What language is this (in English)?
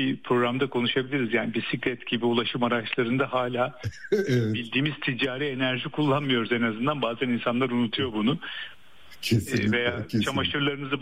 Turkish